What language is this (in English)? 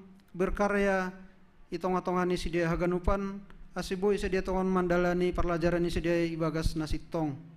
Batak Simalungun